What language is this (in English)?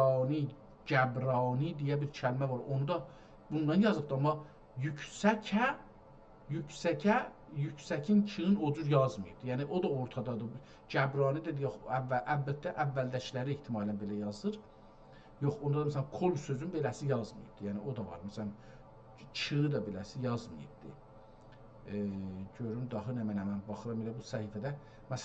South Azerbaijani